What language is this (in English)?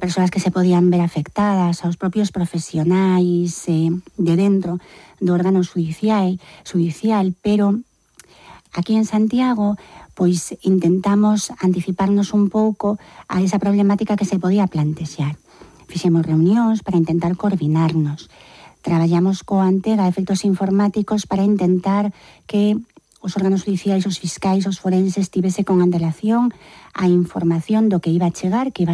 Galician